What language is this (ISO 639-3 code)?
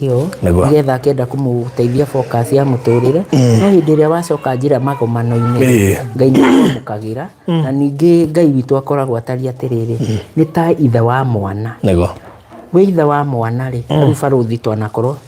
kik